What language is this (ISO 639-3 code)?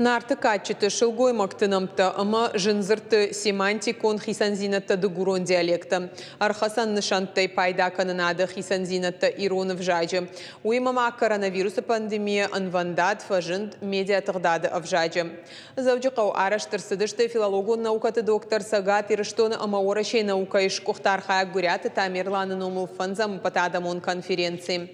oss